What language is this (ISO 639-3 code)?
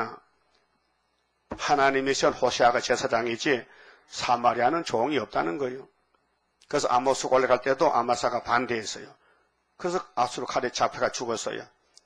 kor